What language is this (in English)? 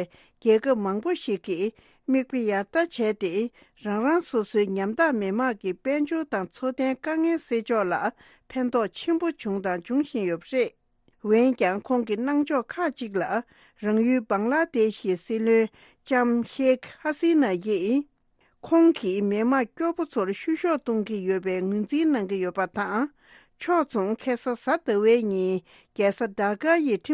Tibetan